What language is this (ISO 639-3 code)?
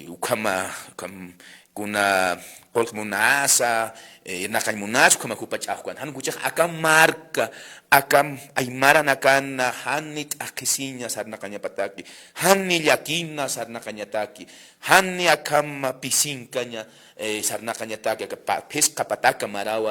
aym